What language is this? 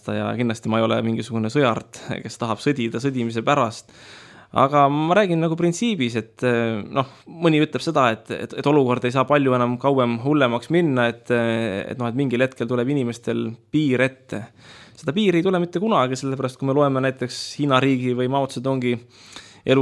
Estonian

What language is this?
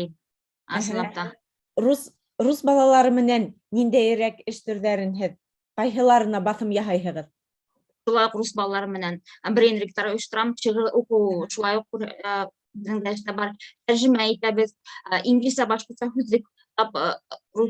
Bashkir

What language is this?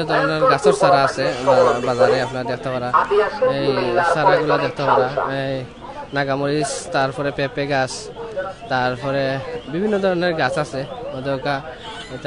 Sylheti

